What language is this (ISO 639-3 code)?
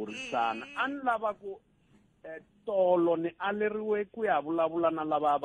tso